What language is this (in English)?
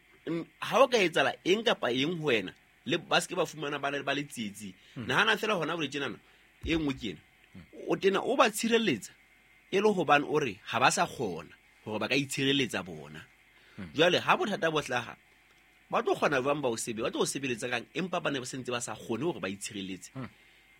Southern Sotho